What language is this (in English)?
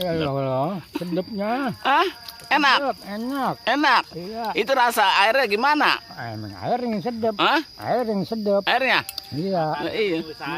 Betawi